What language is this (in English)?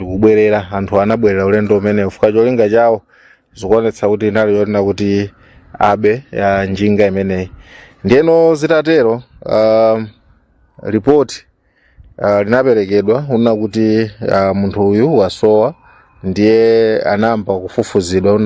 Nyanja